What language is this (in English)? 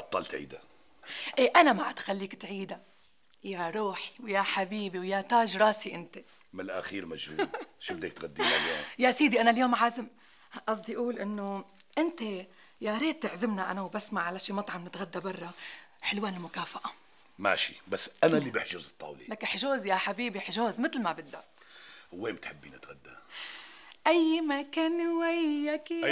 North Levantine Arabic